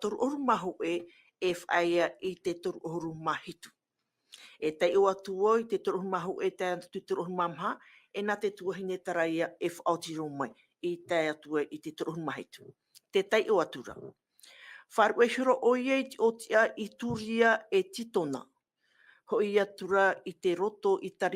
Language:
Tahitian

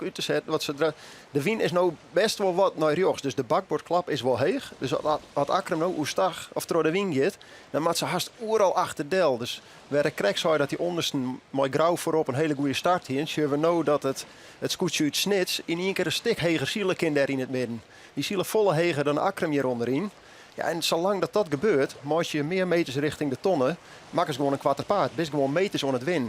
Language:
Western Frisian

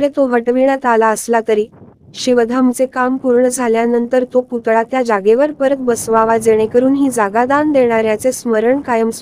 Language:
Marathi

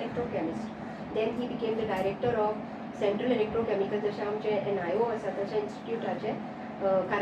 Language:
Konkani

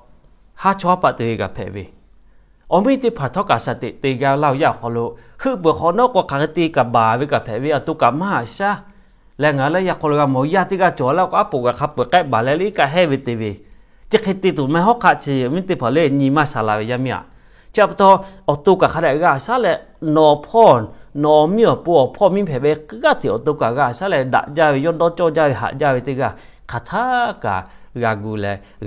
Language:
Lahu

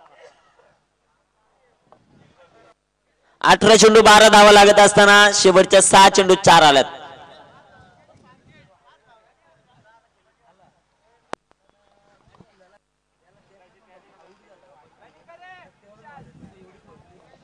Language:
Marathi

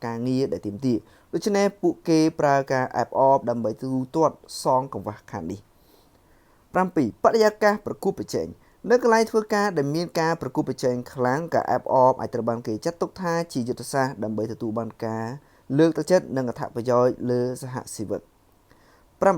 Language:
Khmer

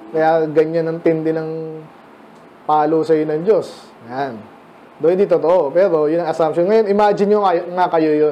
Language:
Filipino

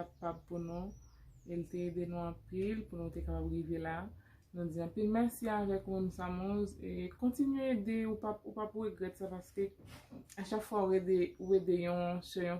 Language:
Haitian Creole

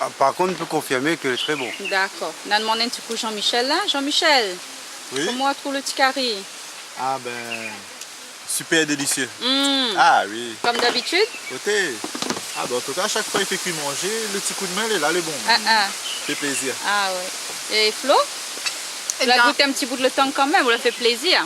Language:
Réunion Creole French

